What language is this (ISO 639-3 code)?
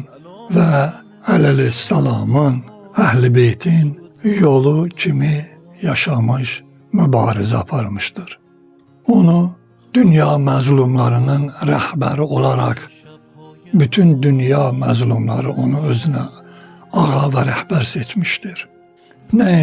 aze